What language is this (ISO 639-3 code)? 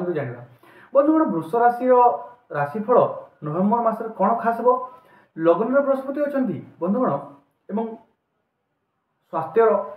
ori